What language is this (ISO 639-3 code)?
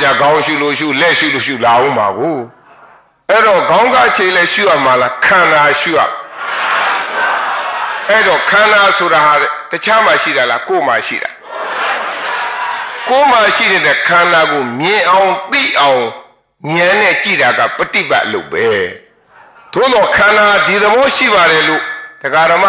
mya